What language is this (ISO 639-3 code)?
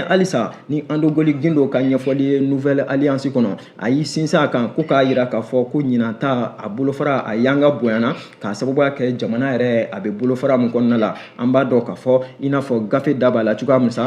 bam